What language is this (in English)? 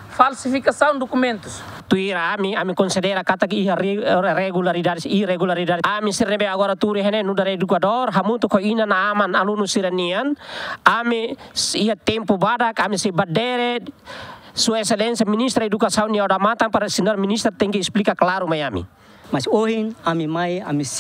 Tetum